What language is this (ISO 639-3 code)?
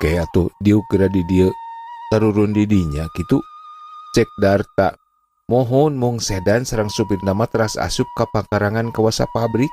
sun